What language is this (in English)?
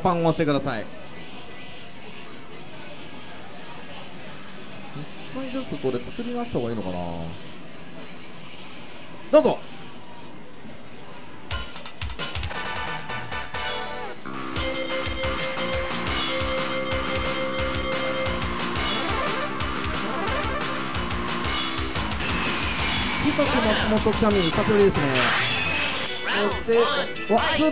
Japanese